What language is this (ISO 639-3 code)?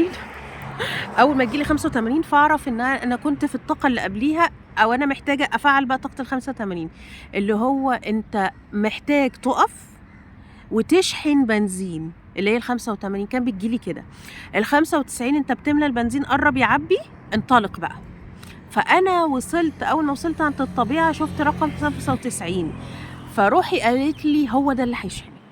arz